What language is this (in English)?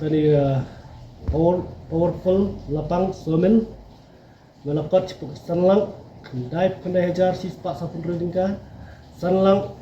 Khasi